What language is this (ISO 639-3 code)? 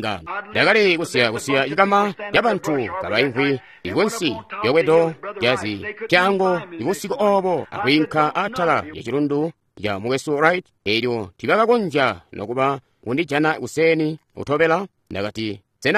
toi